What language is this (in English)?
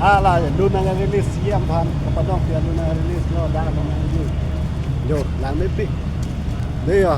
Karbi